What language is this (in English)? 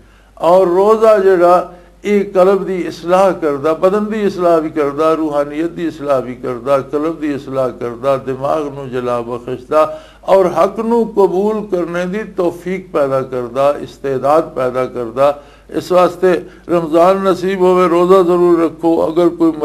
Western Panjabi